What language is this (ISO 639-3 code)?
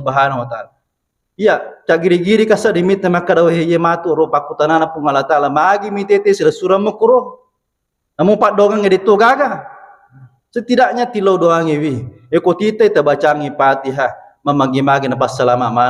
bug